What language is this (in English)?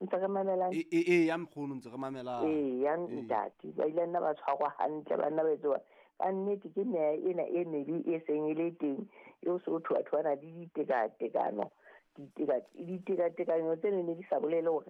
Southern Sotho